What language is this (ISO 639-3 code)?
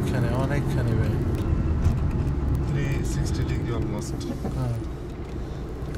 ben